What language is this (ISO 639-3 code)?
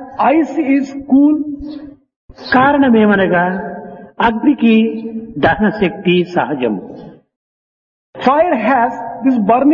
tel